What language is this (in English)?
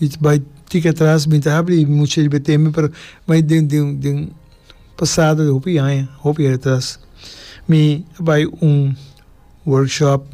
Papiamento